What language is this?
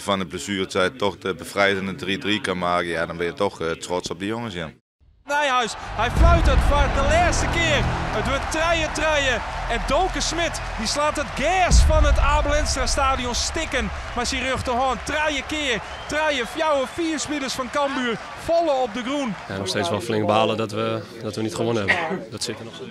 Western Frisian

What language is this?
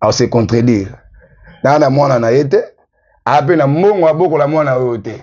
Lingala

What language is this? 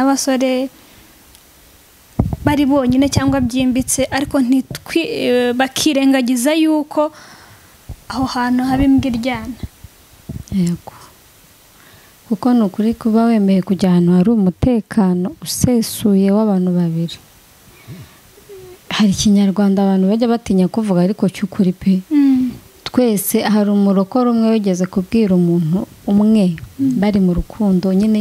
Kinyarwanda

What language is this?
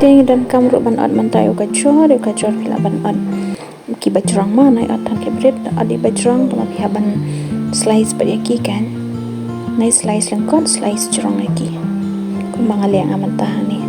Khasi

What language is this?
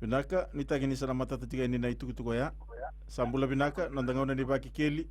Fijian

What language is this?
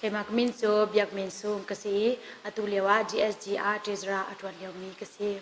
Hakha Chin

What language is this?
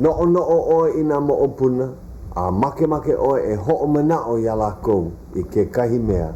Hawaiian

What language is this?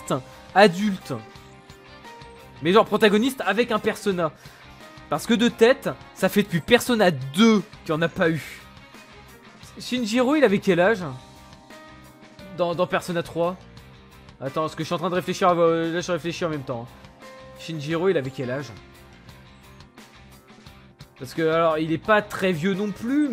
French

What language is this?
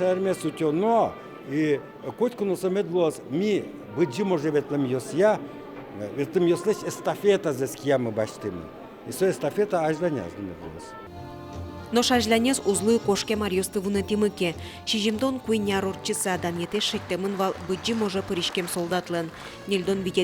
Udmurt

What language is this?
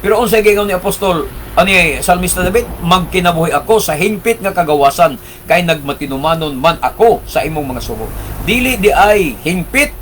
Cebuano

